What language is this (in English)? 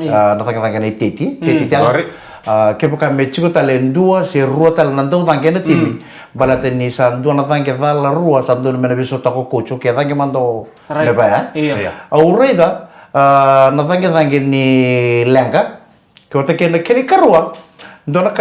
Fijian